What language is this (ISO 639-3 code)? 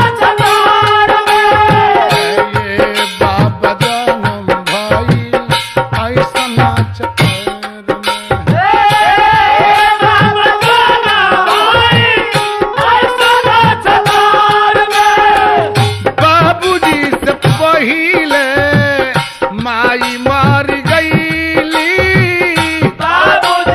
bho